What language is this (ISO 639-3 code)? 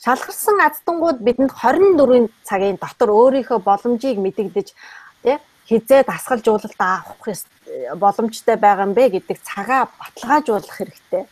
mon